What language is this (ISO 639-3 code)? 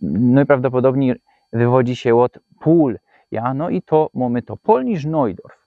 szl